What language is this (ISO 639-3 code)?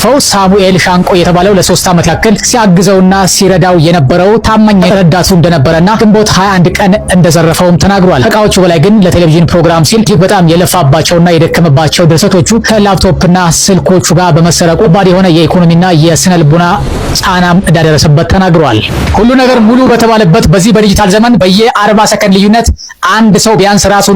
amh